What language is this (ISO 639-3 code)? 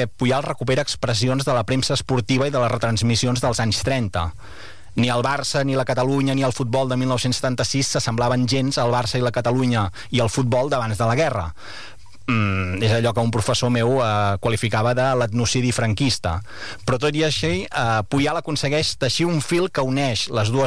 cat